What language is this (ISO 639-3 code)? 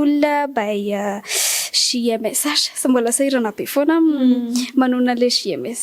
mlg